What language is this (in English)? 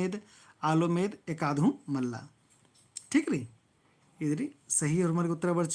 Kurukh